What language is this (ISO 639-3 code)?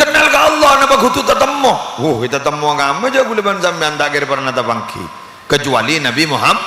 mad